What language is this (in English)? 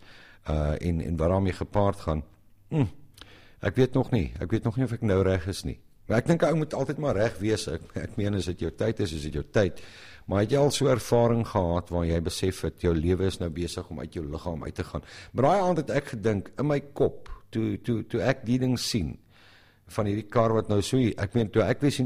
Afrikaans